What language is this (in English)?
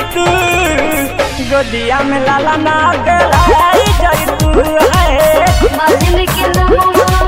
Bhojpuri